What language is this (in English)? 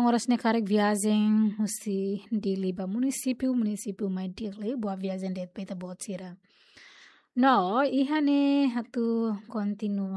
Tetum